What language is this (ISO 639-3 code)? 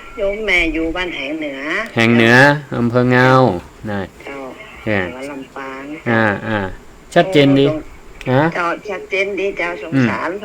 nod